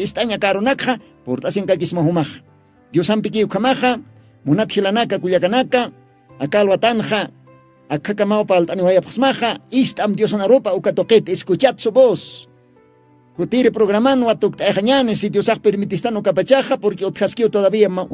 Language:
Aymara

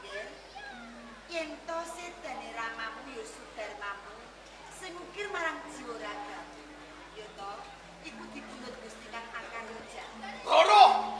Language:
Javanese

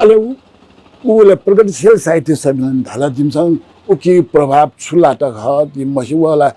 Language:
Newari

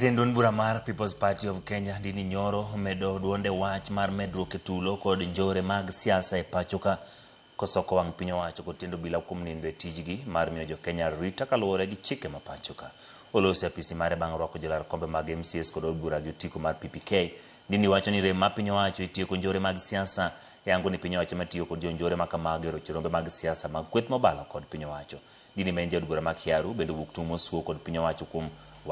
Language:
Luo (Kenya and Tanzania)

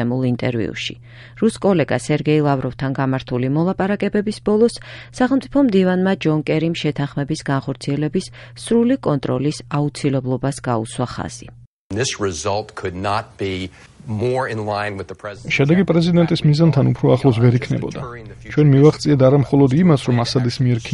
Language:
Georgian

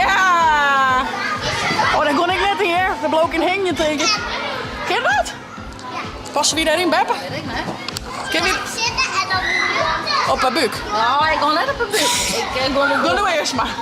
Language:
Western Frisian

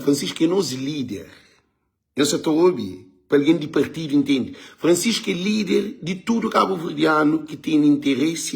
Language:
Kabuverdianu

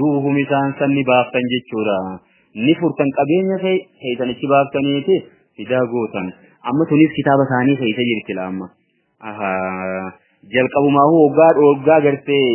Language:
Oromo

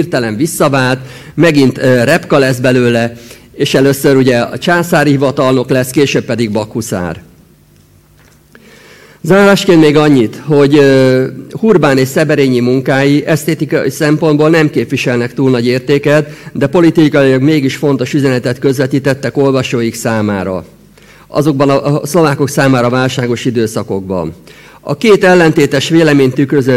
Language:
Hungarian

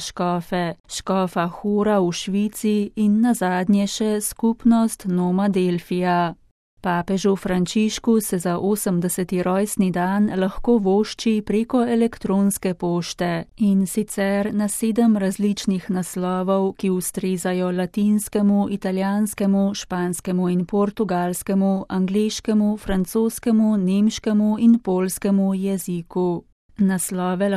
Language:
Slovenian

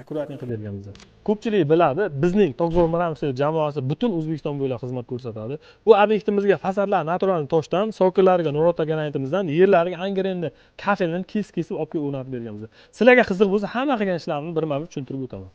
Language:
Uzbek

